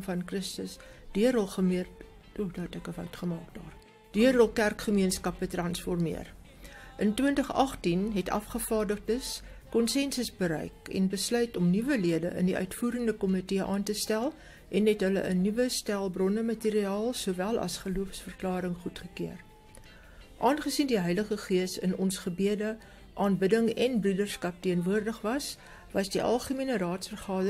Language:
Afrikaans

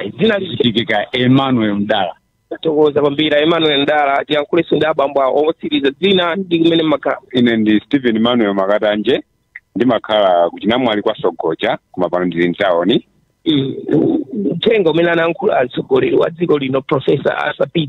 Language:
Nyanja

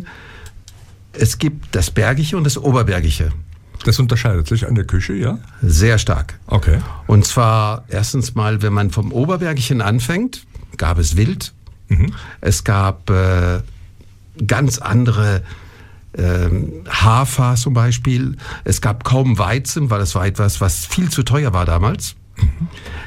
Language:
German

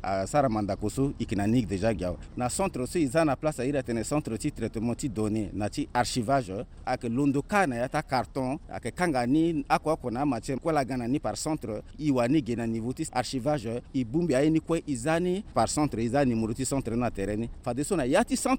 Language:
Sango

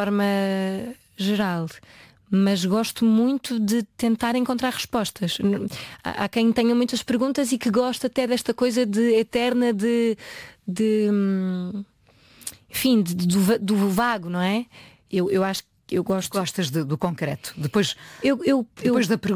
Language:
Portuguese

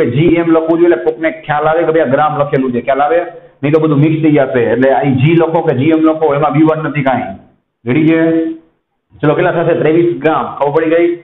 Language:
Gujarati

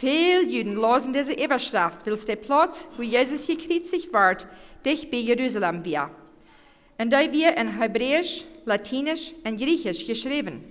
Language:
Plautdietsch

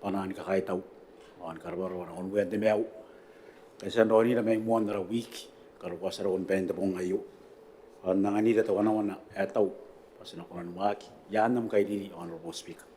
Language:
Gilbertese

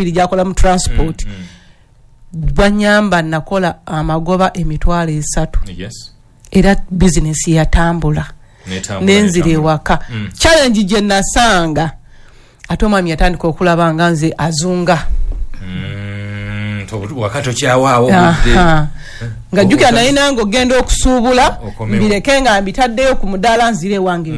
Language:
Ganda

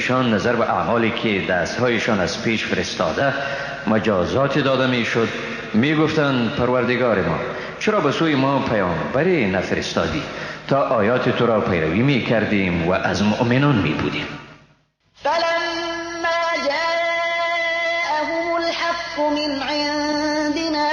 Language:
Persian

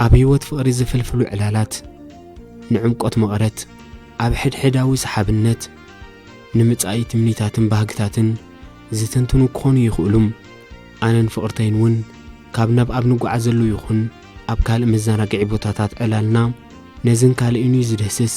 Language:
Tigrinya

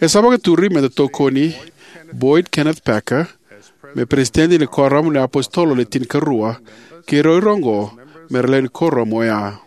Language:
Fijian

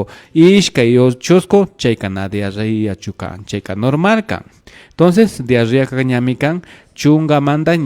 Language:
Imbabura Highland Quichua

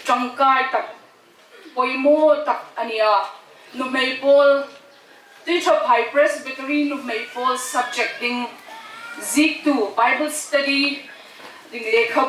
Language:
Hmar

